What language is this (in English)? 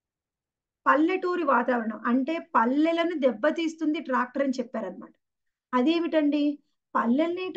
Telugu